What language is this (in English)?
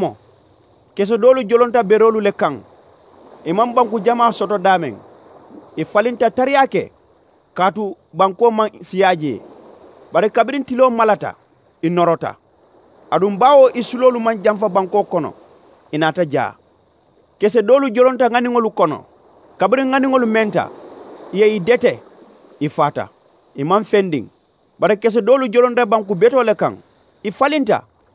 Mandingo